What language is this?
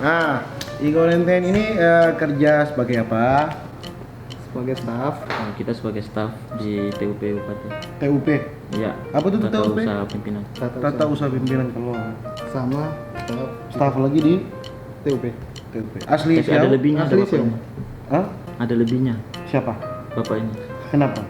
Manado Malay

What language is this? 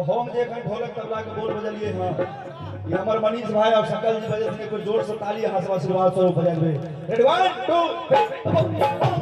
Maithili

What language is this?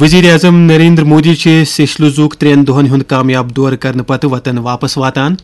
Kashmiri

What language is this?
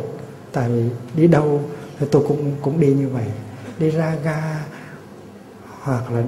Vietnamese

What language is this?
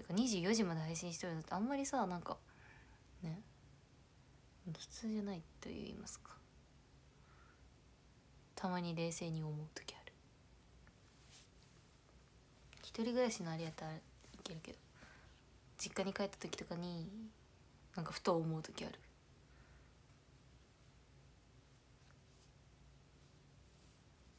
Japanese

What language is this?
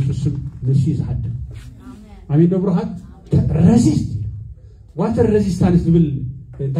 Tigrinya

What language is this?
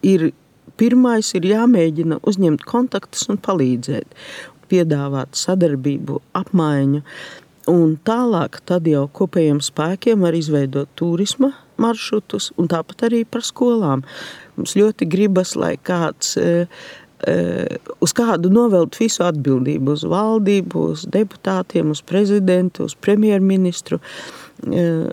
Latvian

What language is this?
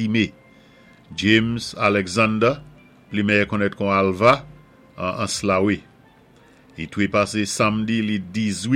Saint Lucian Creole French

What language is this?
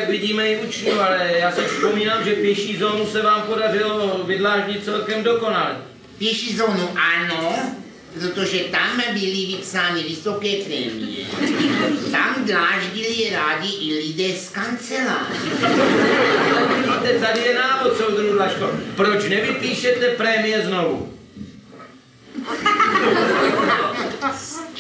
Czech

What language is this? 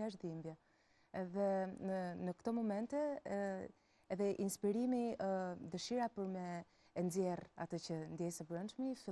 Albanian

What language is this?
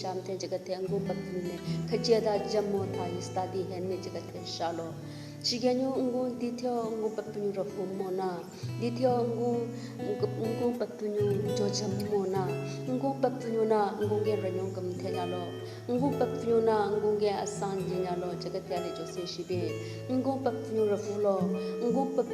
Southern Rengma Naga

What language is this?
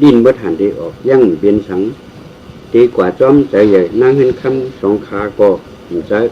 Shan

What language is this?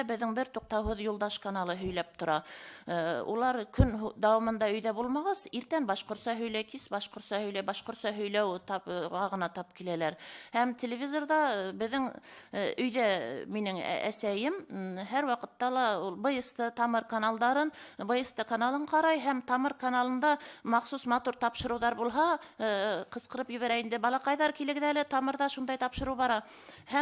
Bashkir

